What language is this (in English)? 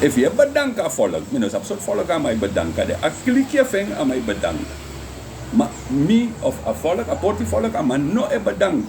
Sranan Tongo